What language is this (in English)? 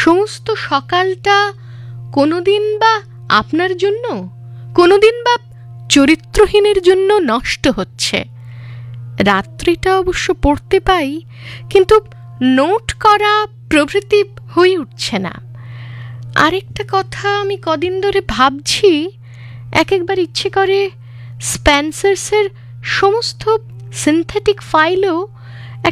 Bangla